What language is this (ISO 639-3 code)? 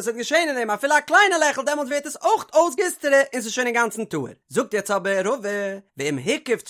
yid